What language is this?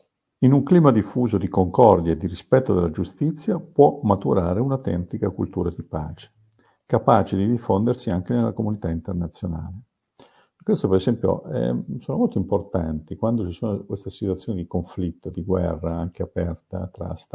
Italian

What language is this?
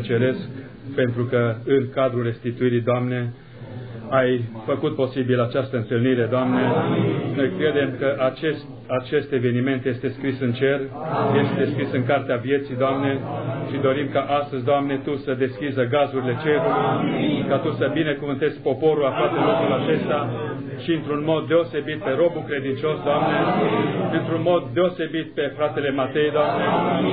Romanian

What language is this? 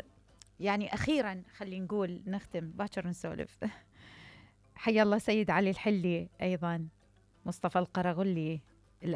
Mesopotamian Arabic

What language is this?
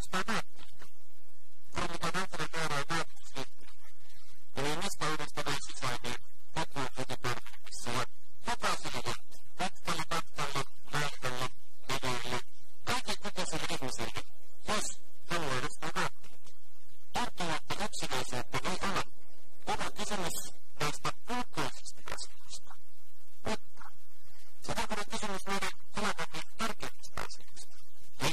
Finnish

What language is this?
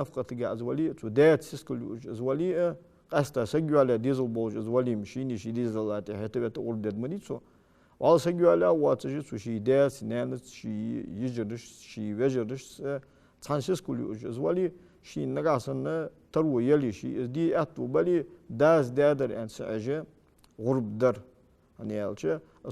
Ingush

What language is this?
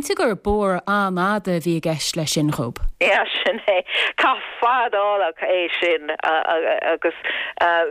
Irish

